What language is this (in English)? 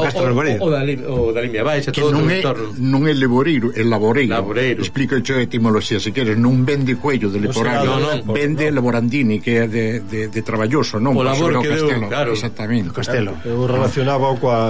Galician